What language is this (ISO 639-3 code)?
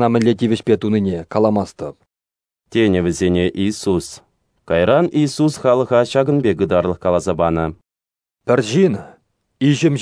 chv